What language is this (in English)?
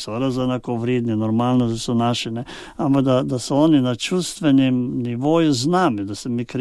Slovenian